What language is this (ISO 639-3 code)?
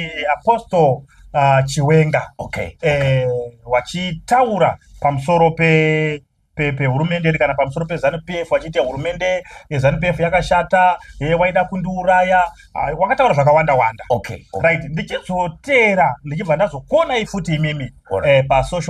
sna